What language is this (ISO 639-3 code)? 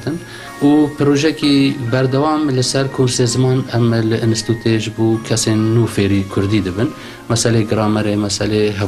kur